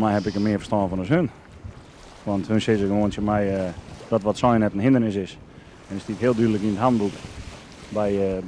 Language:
Western Frisian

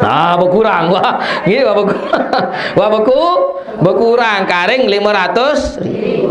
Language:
Sasak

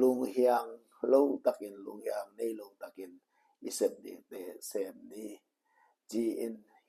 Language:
Tedim Chin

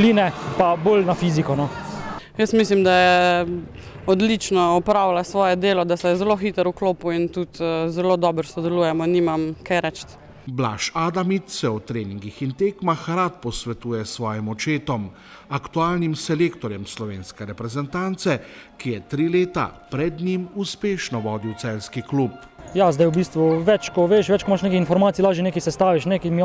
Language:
Slovenian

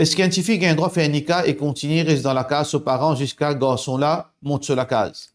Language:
Morisyen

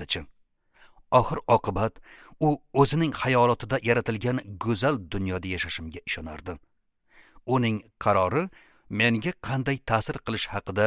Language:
Uzbek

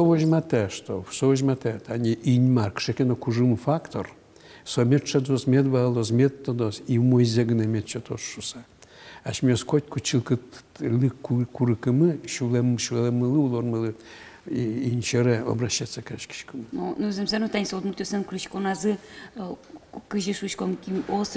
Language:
Udmurt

